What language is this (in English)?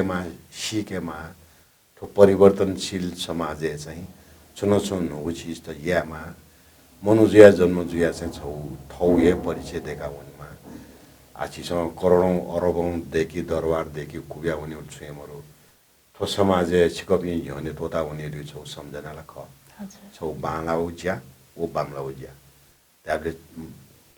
Newari